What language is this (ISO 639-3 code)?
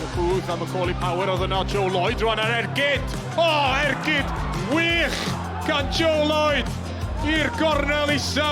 cym